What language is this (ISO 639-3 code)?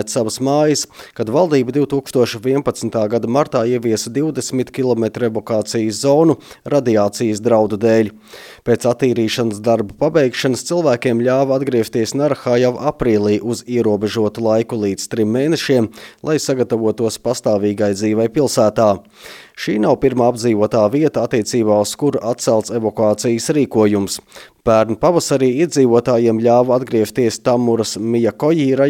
lav